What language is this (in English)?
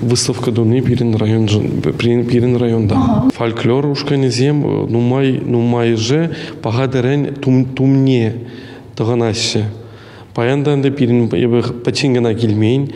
Chuvash